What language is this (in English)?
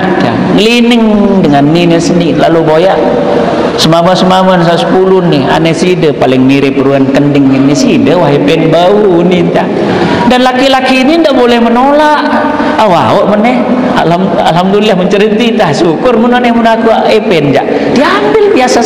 Sasak